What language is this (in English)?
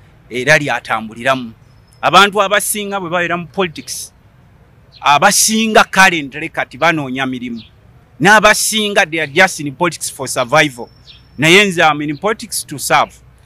Ganda